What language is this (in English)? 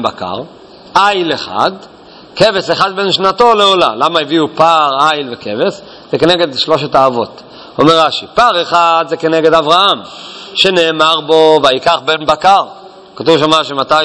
Hebrew